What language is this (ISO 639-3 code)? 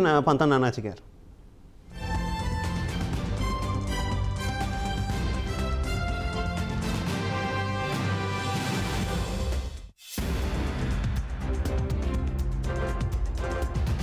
tel